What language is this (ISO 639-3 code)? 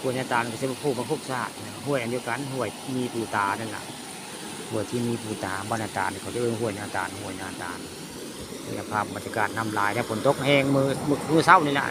tts